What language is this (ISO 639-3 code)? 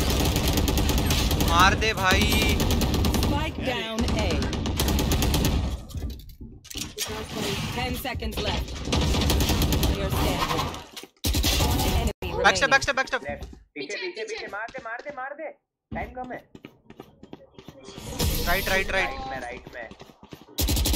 hin